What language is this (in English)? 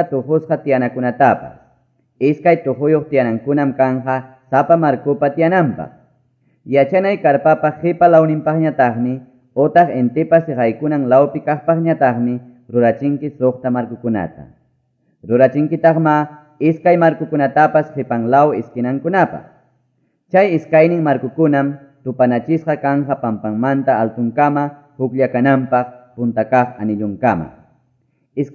Quechua